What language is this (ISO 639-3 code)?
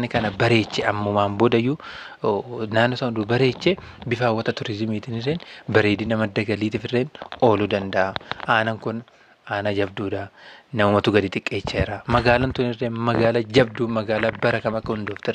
orm